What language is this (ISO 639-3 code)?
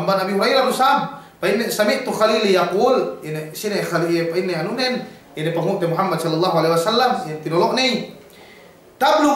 yka